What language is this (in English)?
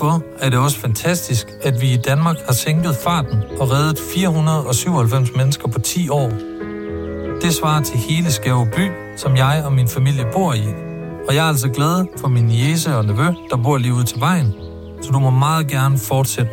Danish